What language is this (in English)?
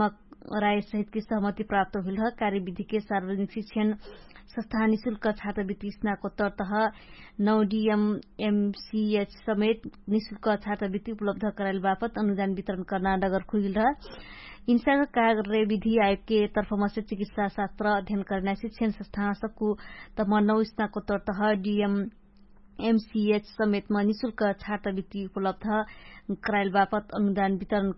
Dangaura Tharu